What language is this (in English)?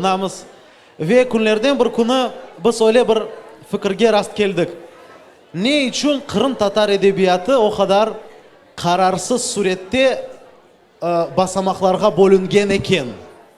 Crimean Tatar